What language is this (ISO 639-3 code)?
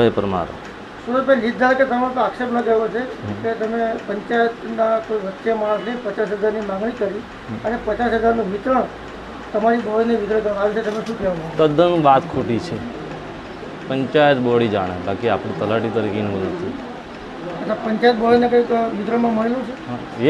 guj